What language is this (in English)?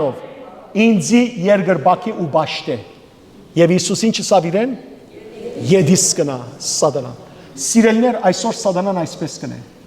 Western Armenian